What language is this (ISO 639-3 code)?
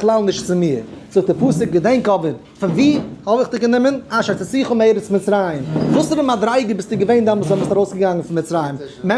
yid